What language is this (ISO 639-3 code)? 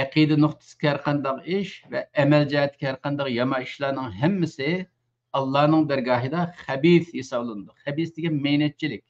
uig